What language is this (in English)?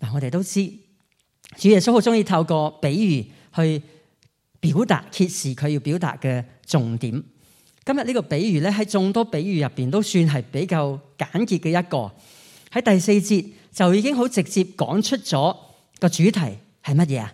Cantonese